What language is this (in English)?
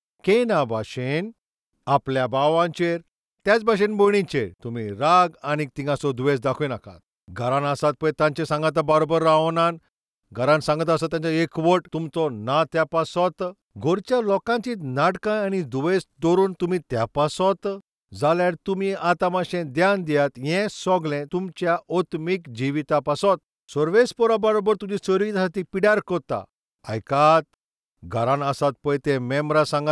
Konkani